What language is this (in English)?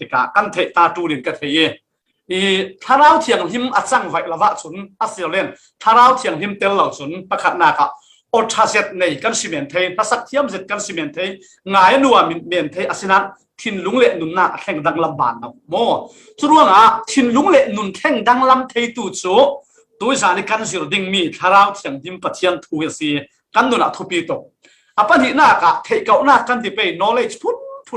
Falam Chin